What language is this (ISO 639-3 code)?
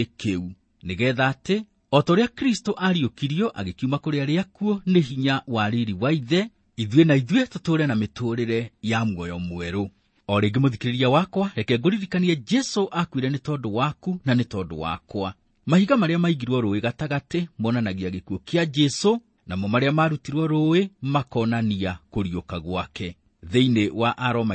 kik